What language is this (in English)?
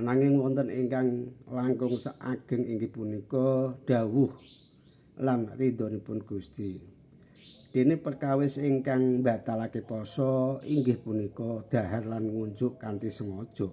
Javanese